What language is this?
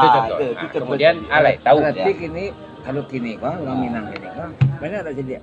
Minangkabau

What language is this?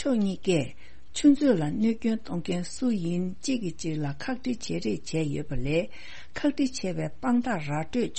Tibetan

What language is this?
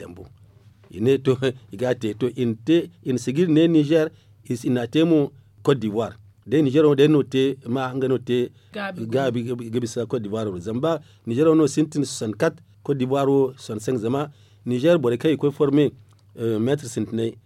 Zarma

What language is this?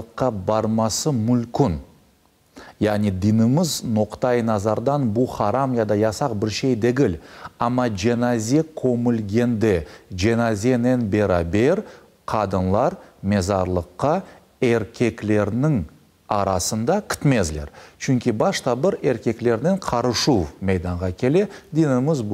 Crimean Tatar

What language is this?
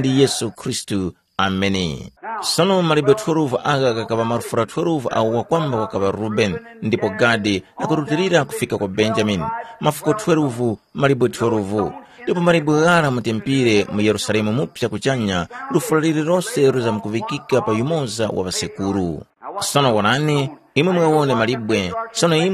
Tumbuka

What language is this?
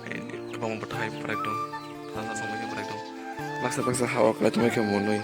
Kok Borok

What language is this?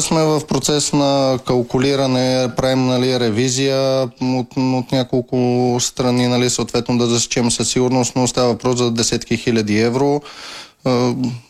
Bulgarian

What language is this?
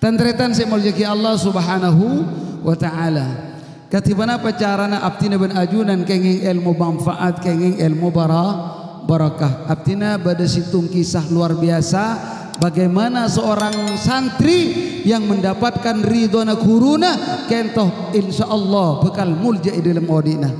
Madurese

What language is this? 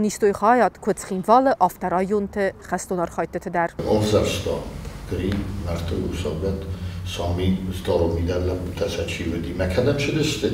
Ossetic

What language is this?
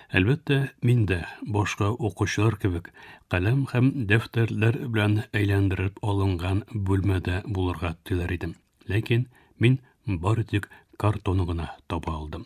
Tatar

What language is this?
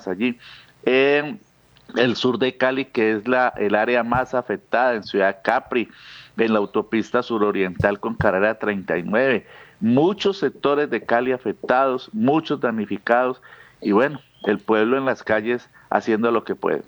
Spanish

